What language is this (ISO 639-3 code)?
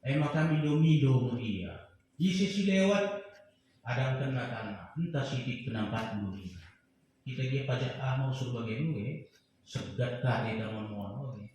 btx